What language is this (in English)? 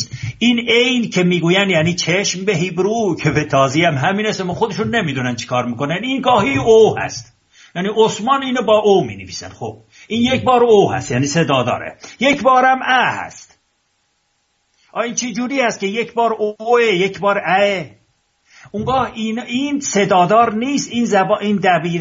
Persian